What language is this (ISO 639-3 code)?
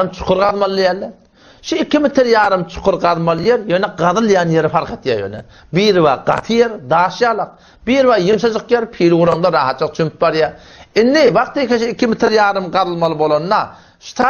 tuk